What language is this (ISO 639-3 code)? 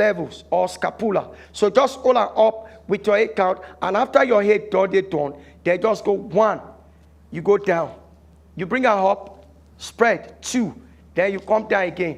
pcm